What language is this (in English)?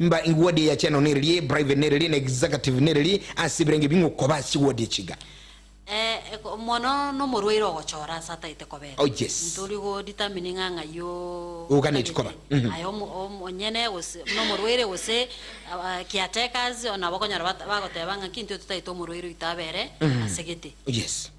Gusii